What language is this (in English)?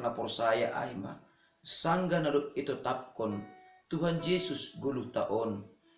Batak Simalungun